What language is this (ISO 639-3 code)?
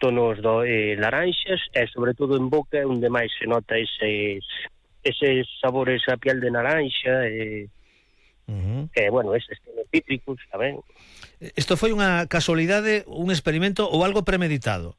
glg